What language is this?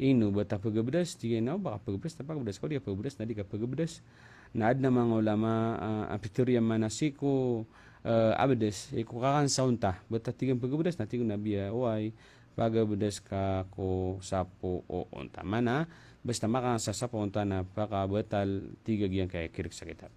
Maranao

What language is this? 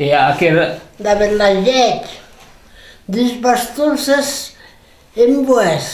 Occitan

